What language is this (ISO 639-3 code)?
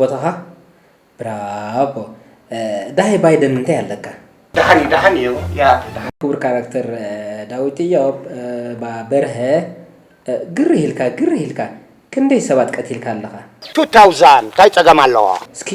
tir